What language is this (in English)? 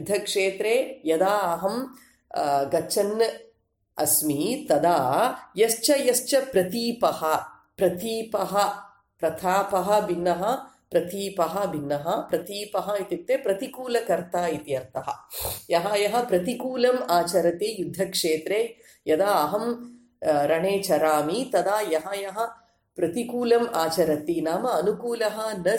Sanskrit